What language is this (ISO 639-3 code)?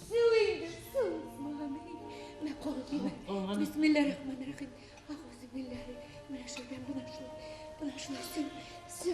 bak